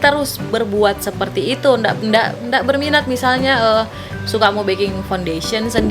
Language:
Manado Malay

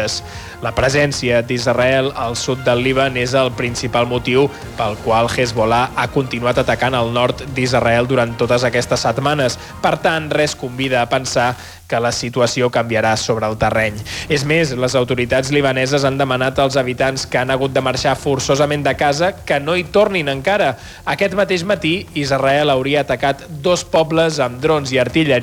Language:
Catalan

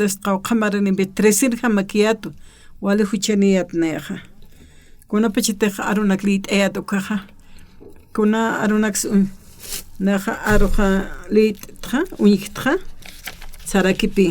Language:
Aymara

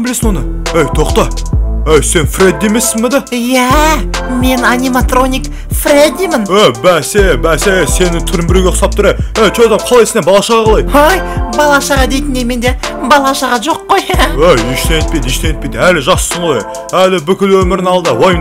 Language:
Kazakh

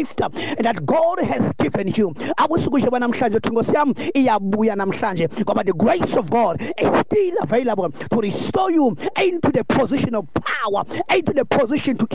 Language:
Xhosa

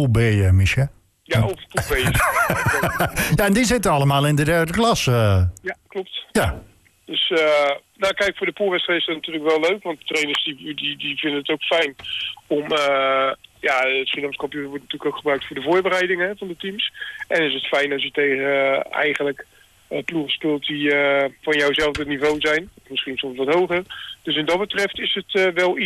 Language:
Dutch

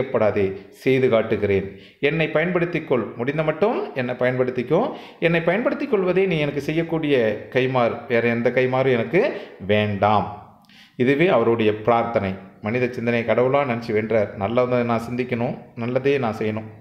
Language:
Tamil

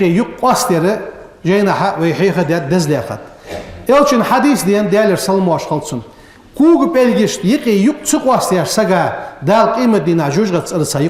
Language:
Ingush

